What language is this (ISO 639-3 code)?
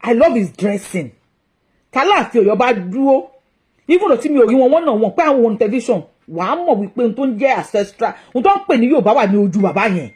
yor